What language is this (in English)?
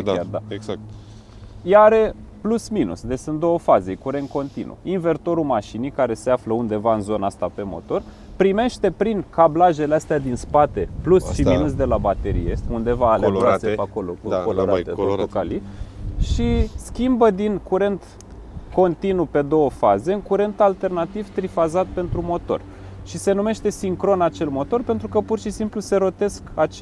Romanian